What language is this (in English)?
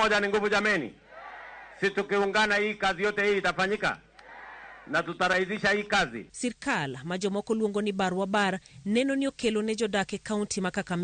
Luo (Kenya and Tanzania)